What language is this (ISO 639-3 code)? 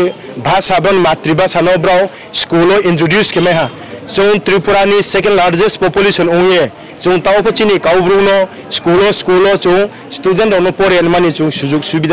ria